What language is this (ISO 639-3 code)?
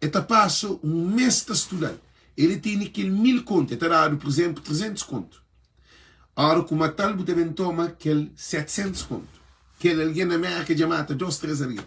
kea